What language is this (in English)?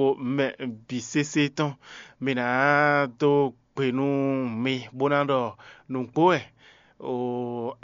Fon